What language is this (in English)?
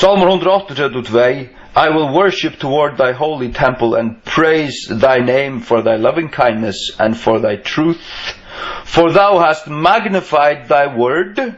Faroese